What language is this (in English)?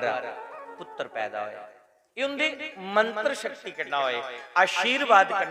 Dogri